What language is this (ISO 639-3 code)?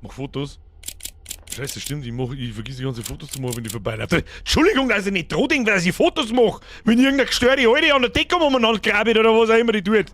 bar